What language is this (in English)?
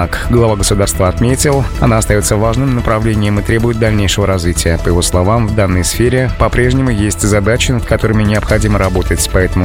Russian